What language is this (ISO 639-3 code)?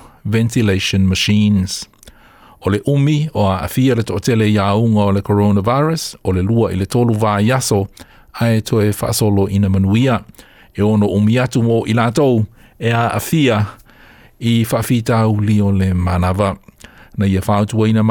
smo